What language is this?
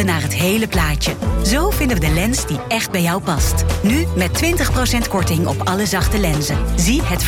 Dutch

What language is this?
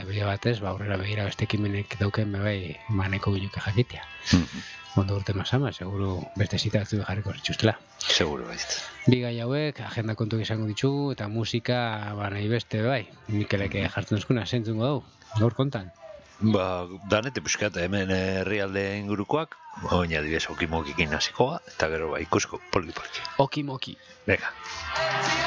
Basque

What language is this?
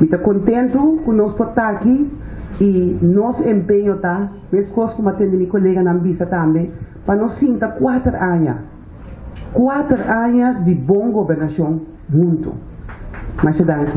Papiamento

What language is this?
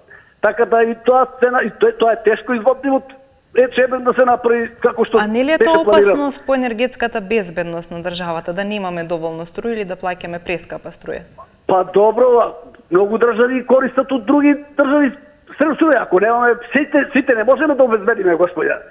Macedonian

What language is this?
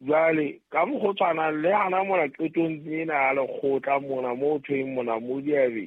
Southern Sotho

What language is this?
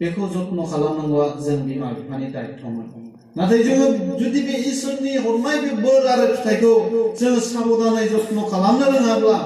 Bodo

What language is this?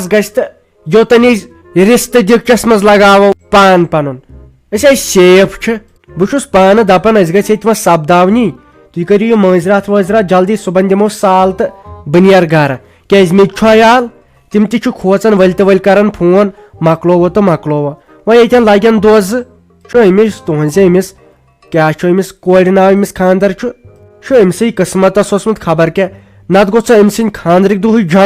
Kashmiri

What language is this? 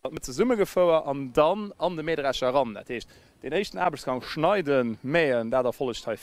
Luxembourgish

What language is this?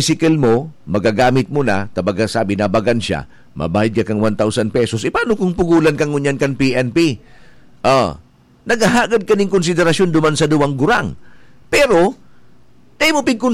Bikol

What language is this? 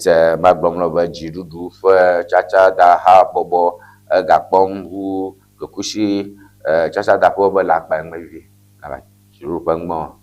Ewe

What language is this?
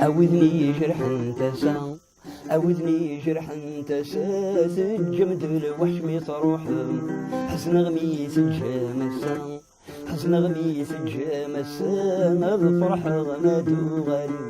Kabyle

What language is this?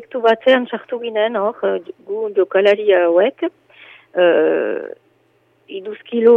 Basque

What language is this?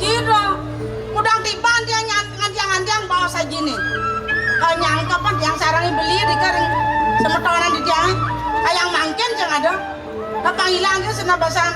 Balinese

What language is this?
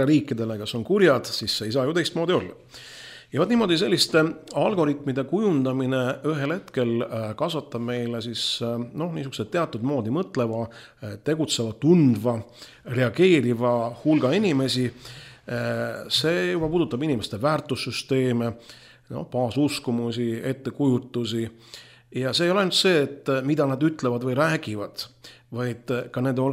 Estonian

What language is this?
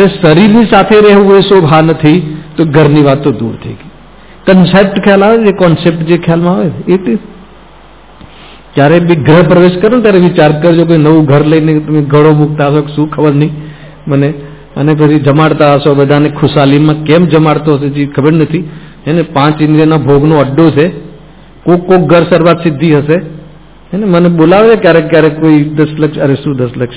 Gujarati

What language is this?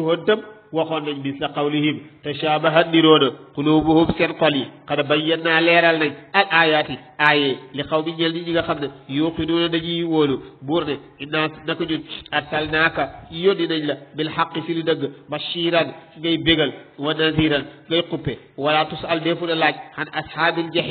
Wolof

